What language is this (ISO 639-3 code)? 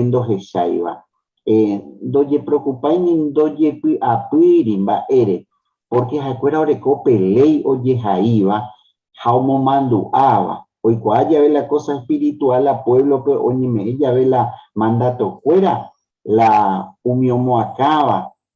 grn